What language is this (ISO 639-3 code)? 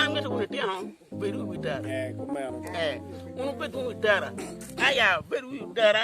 ach